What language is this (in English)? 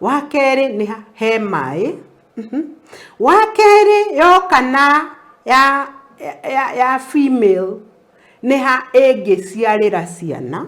Kikuyu